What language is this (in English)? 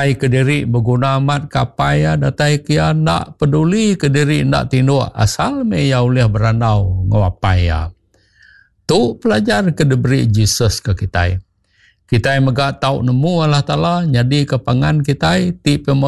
Iban